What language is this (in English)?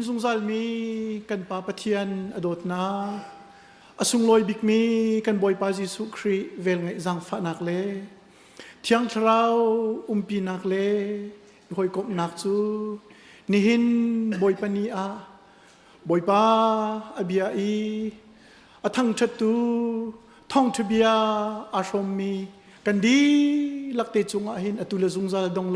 Hakha Chin